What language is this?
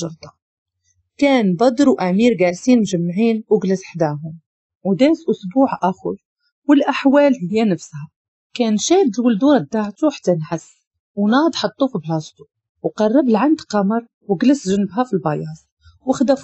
Moroccan Arabic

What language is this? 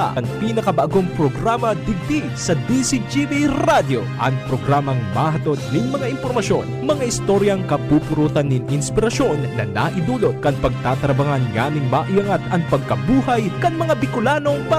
Bikol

